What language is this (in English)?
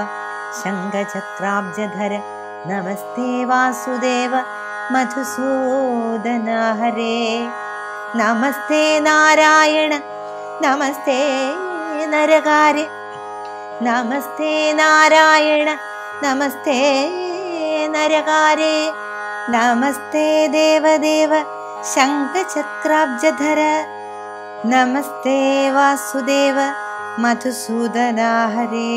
Malayalam